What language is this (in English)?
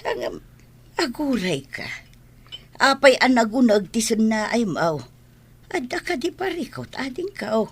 Iloko